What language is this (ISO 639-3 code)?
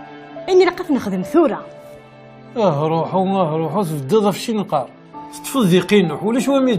kab